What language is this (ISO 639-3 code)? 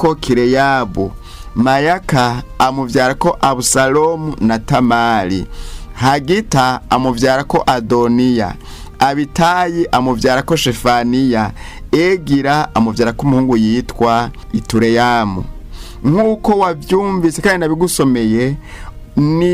run